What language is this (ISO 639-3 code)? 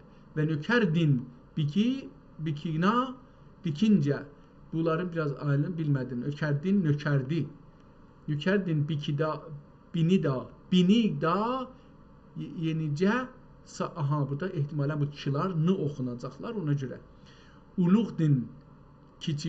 azb